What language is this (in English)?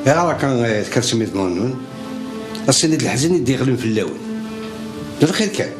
Kabyle